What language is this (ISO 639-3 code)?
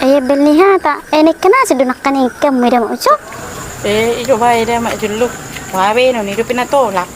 bbc